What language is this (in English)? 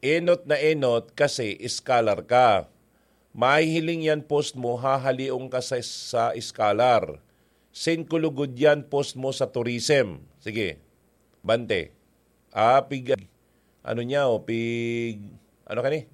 Bikol